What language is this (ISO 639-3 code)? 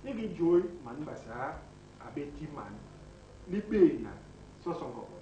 bas